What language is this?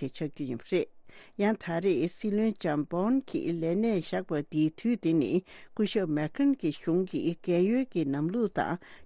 Tibetan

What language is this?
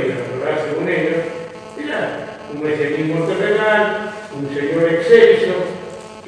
Ladino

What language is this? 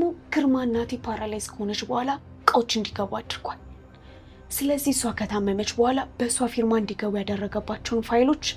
Amharic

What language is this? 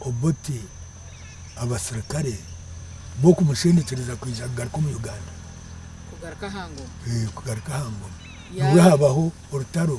Nyankole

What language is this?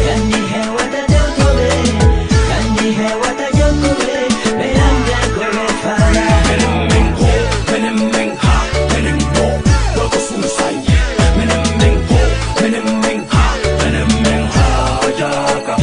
Fula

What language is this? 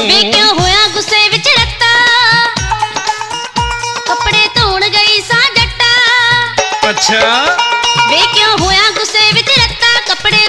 Punjabi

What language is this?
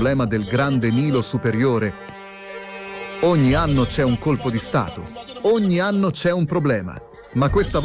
Italian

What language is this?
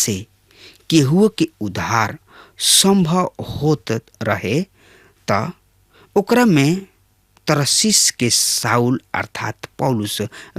Bhojpuri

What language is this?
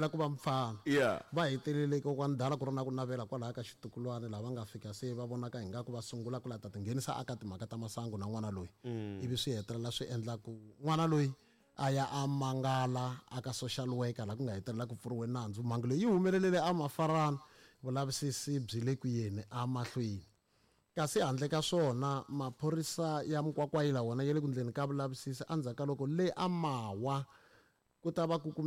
Tsonga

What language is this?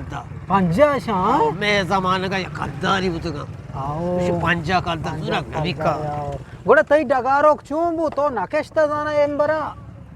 Eastern Balochi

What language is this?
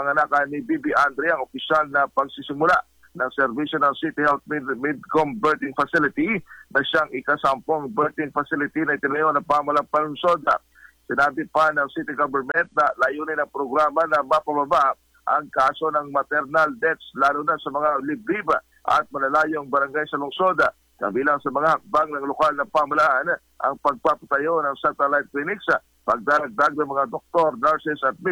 Filipino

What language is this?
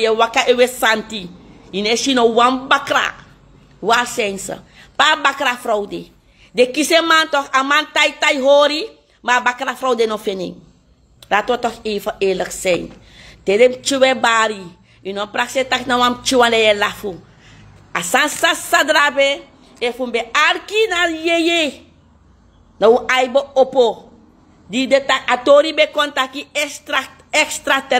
Sranan Tongo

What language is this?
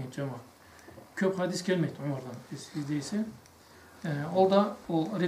Karachay-Balkar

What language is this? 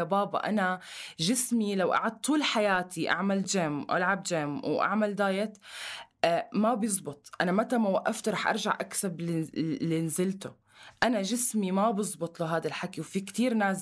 North Levantine Arabic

